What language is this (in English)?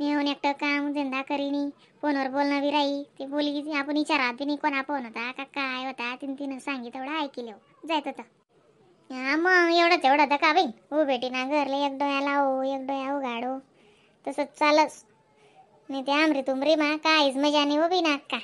Khandesi